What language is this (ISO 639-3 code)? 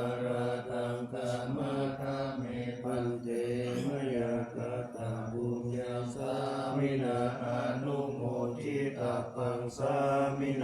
pli